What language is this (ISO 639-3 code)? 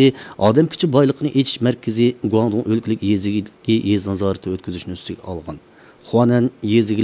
uig